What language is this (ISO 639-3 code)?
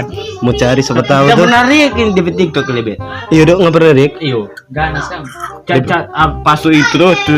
xmm